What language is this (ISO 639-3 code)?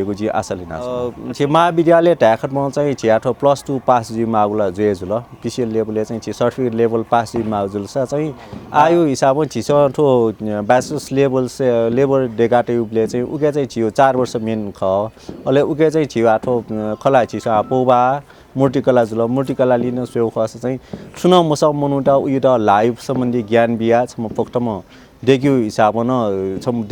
new